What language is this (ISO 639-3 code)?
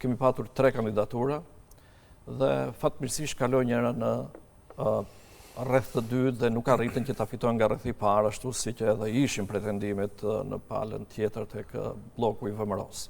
sqi